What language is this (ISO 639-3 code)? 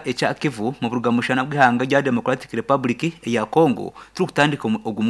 nyn